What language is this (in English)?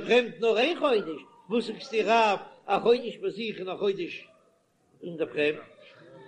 Yiddish